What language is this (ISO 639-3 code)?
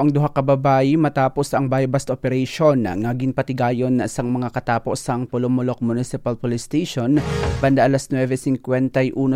hil